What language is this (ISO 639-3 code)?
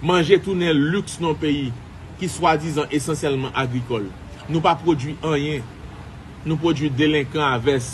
hat